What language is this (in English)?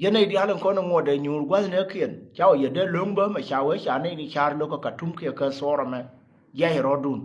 Nuer